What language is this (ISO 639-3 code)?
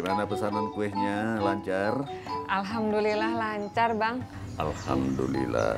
bew